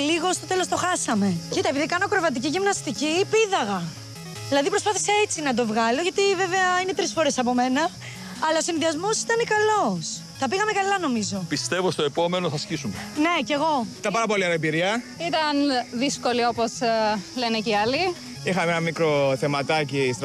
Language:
Greek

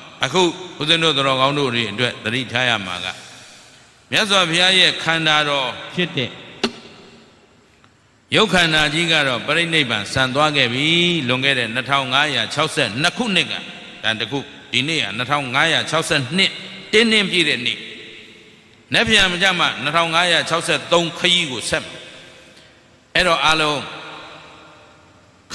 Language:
Burmese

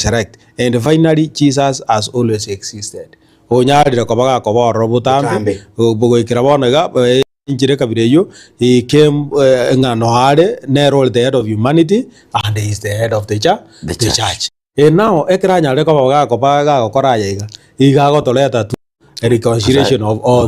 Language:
Gusii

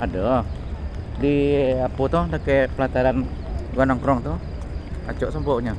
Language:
Minangkabau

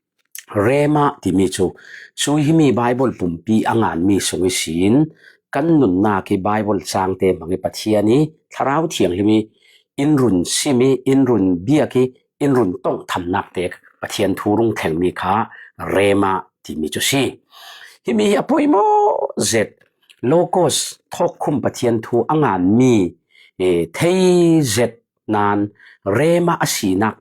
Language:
Falam Chin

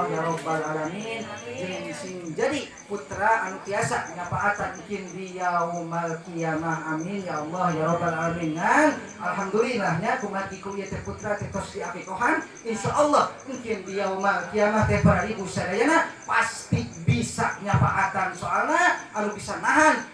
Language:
Sundanese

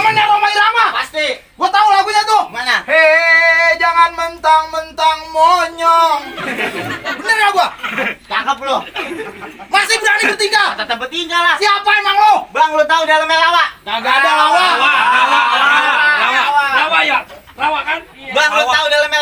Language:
Betawi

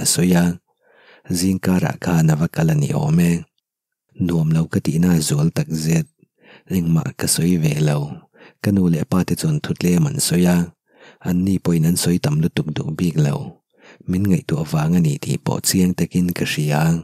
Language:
Mizo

